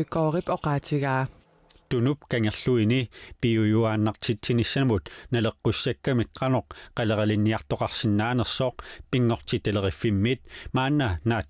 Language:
Kalaallisut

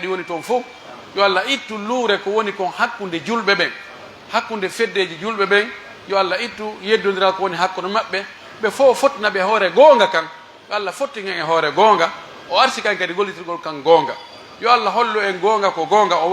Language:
Pular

